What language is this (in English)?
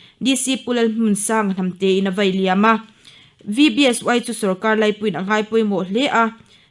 Mizo